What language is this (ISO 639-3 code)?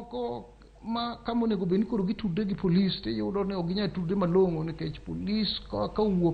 luo